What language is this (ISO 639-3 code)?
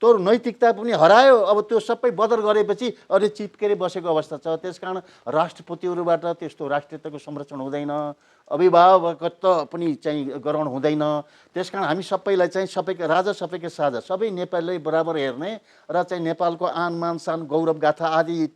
nep